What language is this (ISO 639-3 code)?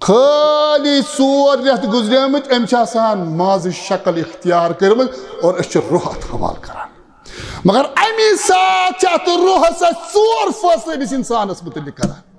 kas